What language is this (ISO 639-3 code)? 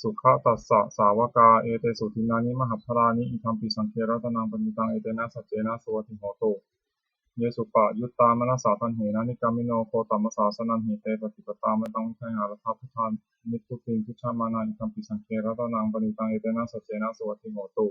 pli